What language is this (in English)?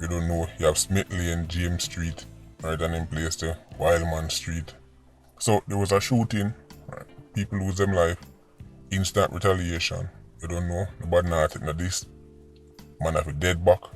Jamaican Creole English